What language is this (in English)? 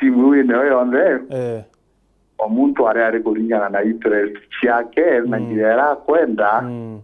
Meru